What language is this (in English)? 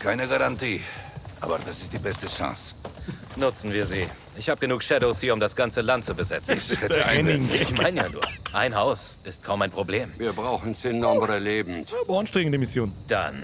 Bavarian